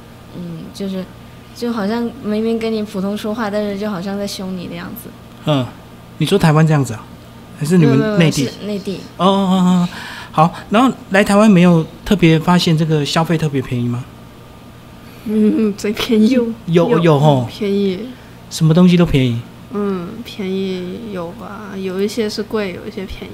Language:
Chinese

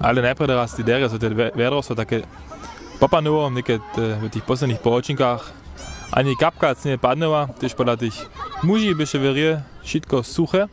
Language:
Upper Sorbian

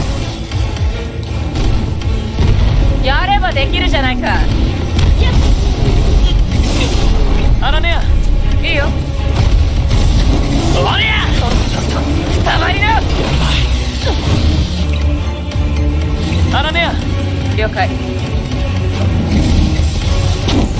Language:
Japanese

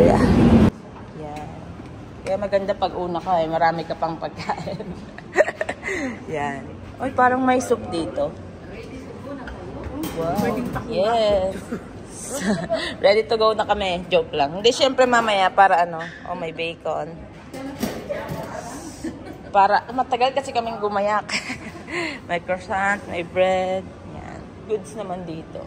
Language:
Filipino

